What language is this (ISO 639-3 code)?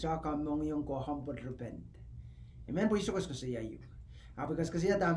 pon